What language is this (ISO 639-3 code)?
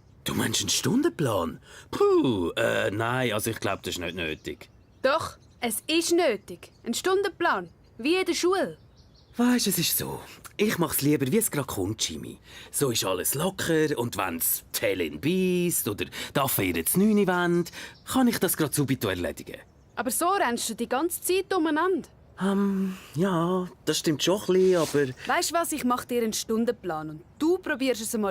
gsw